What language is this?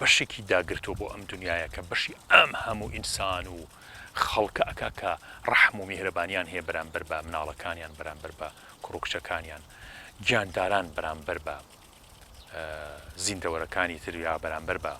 Central Kurdish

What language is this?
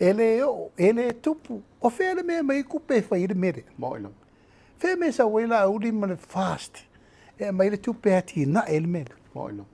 Samoan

